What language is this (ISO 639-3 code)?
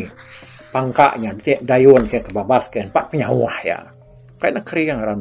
iba